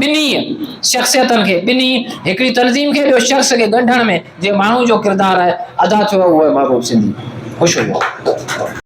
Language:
Sindhi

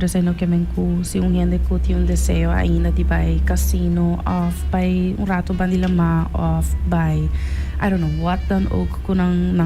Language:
Papiamento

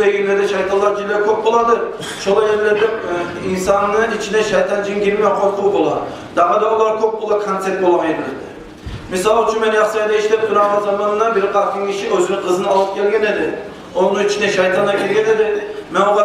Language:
Kumyk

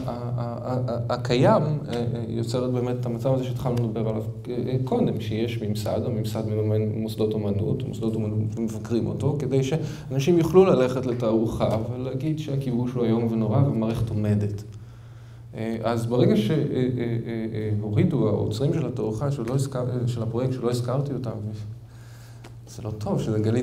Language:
Hebrew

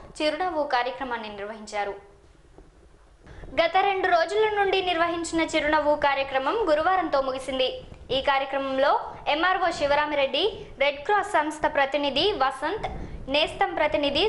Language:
Telugu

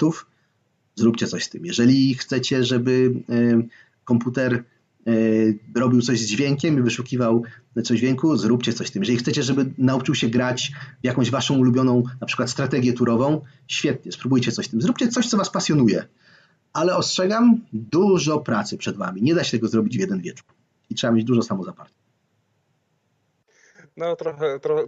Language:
Polish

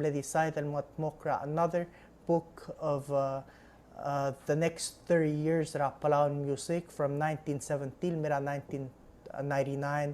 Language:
Palauan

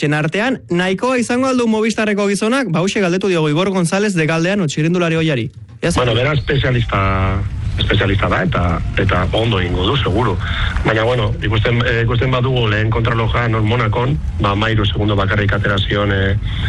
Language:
Basque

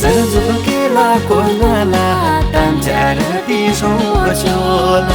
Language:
Tibetan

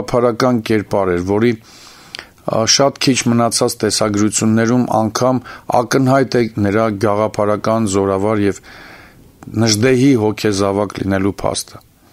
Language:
Armenian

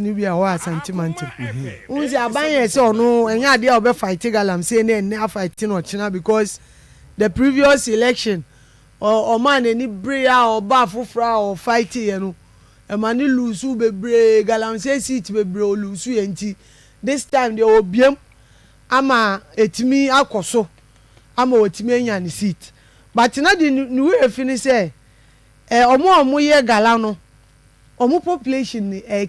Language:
Akan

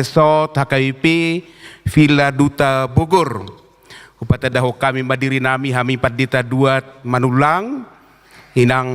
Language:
Batak Toba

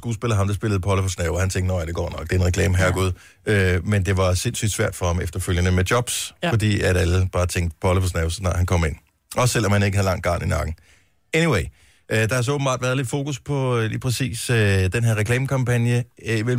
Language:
Danish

